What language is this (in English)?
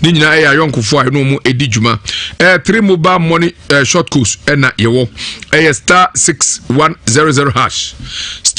Akan